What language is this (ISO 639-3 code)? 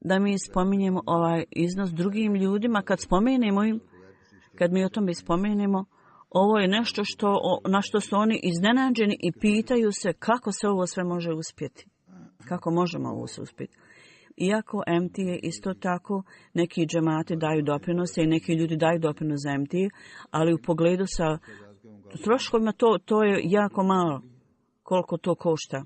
bos